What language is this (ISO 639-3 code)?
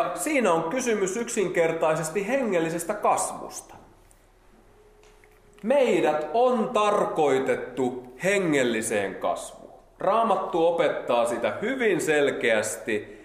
fin